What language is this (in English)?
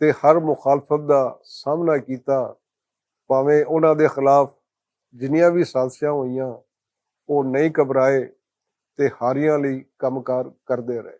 Western Panjabi